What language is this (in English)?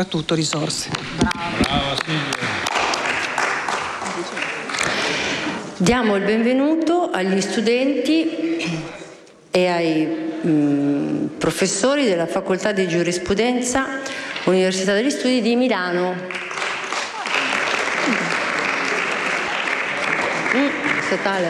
Italian